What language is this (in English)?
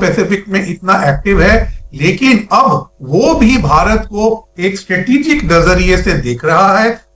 Hindi